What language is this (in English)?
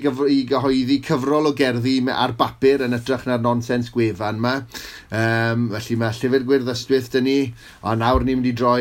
Welsh